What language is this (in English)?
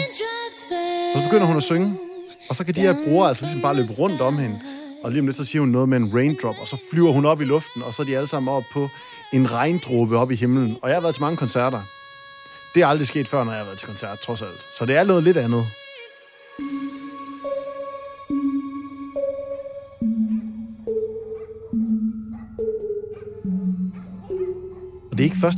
Danish